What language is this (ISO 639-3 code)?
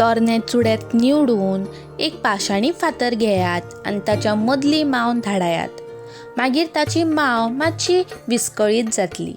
kok